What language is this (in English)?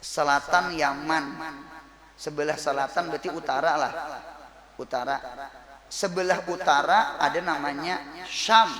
Banjar